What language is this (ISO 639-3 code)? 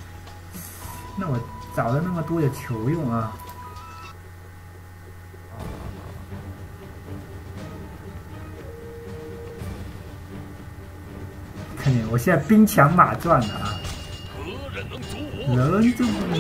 zho